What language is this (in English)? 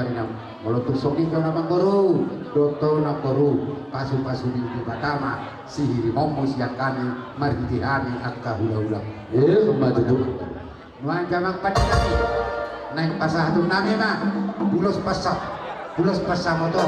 Batak Toba